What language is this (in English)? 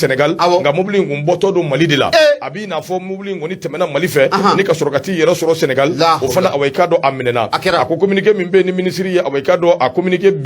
Bambara